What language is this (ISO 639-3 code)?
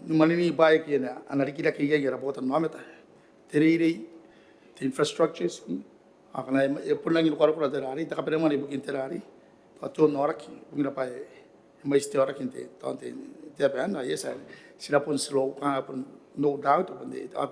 gil